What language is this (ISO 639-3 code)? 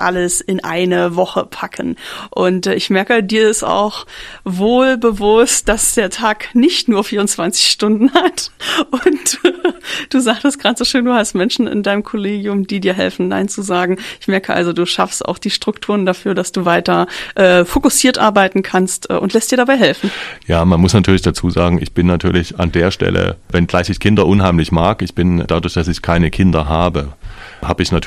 deu